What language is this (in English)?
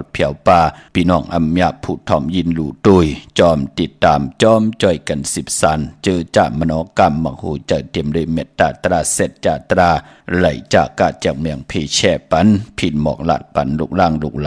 Shan